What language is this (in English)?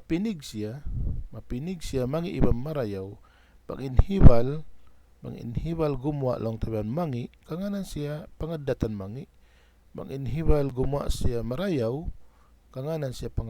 Tausug